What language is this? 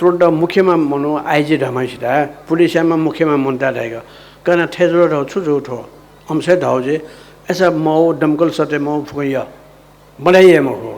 Newari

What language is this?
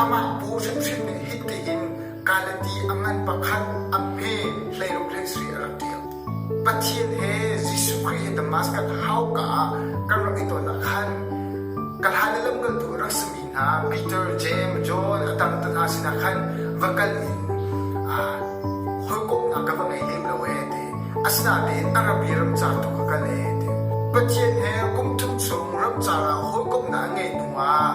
Hakha Chin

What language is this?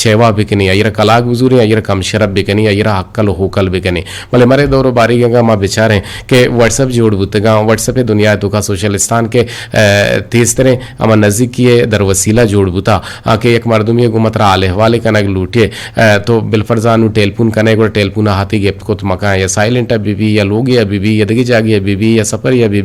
Eastern Balochi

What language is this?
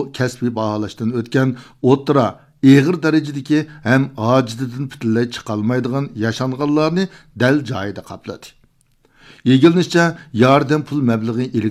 Uyghur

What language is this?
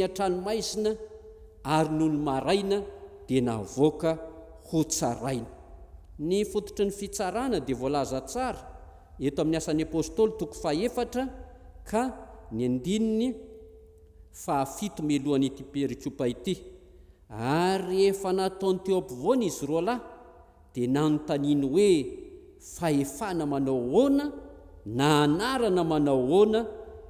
Malagasy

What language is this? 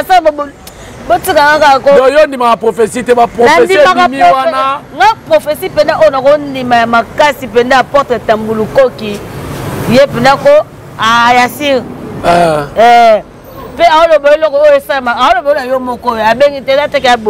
Lingala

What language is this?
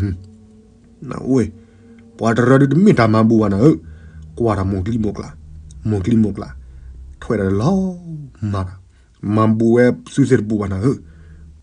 S'gaw Karen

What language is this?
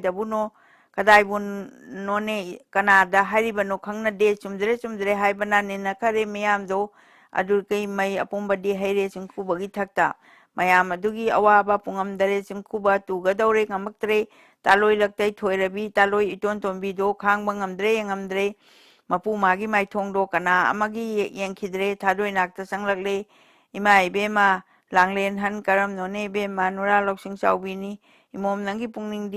Manipuri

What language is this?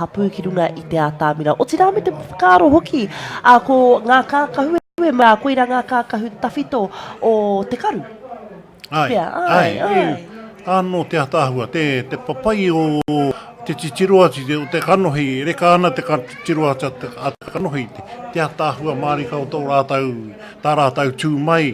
Māori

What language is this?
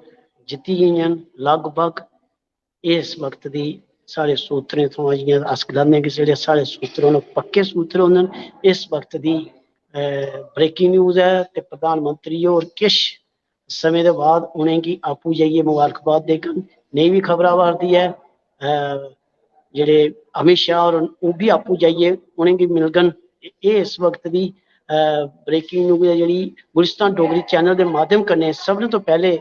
Dogri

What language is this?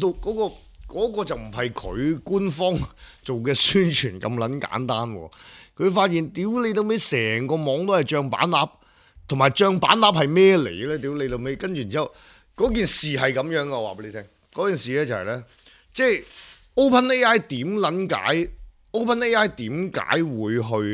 Cantonese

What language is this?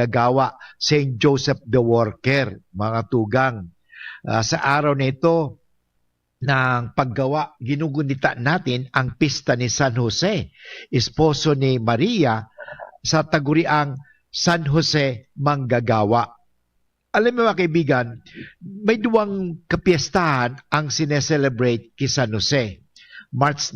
Bikol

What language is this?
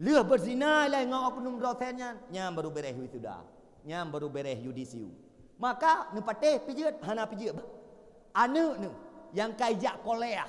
Achinese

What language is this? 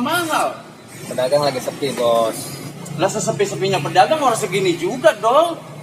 Betawi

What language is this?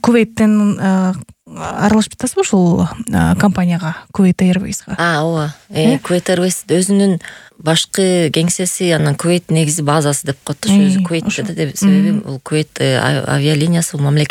Kyrgyz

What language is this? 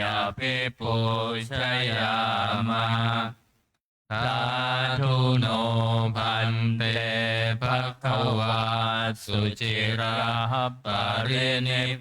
Pali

